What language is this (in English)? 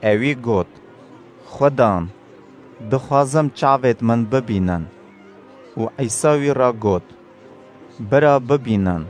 Kurdish